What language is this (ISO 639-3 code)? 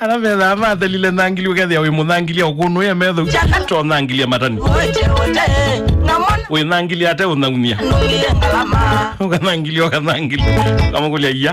kam